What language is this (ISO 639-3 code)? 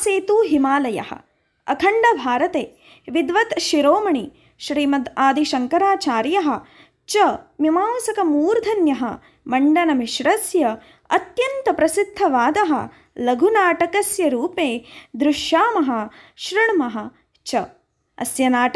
san